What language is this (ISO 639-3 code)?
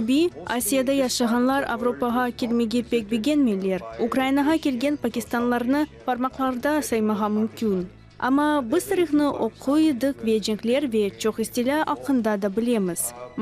crh